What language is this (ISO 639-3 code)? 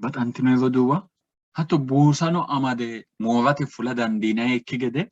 sid